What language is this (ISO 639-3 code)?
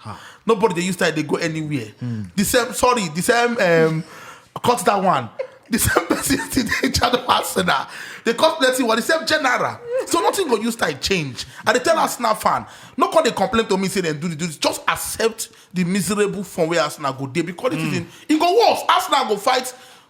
pcm